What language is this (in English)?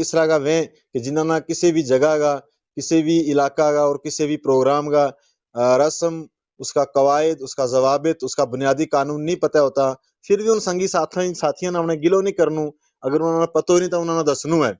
Gujari